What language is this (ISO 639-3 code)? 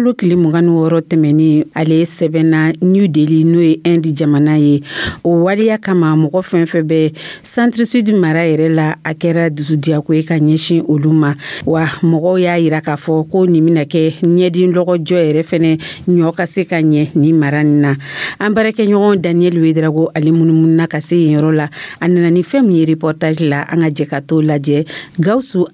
dyu